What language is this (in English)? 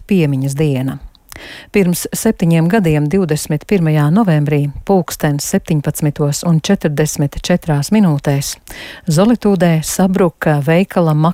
Latvian